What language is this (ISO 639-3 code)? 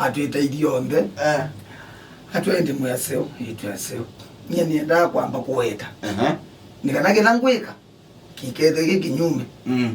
kam